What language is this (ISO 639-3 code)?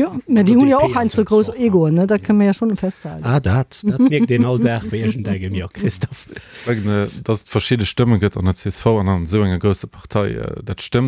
ltz